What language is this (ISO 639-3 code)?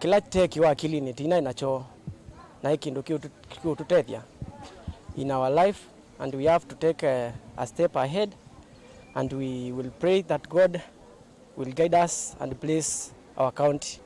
kam